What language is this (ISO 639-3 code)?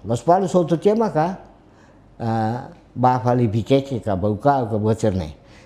tet